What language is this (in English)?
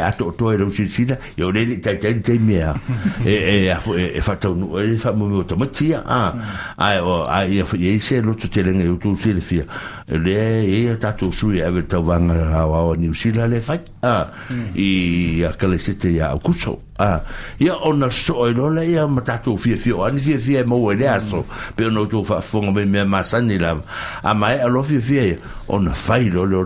Samoan